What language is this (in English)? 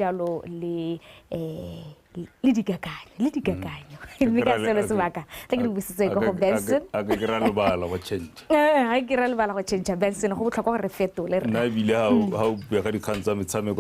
Tswana